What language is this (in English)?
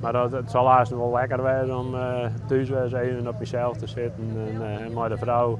Western Frisian